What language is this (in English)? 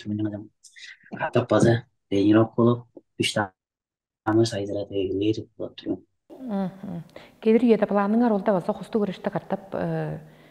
Tuvinian